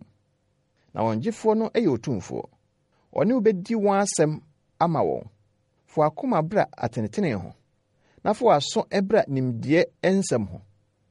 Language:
Akan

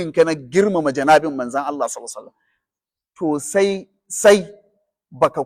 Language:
Hausa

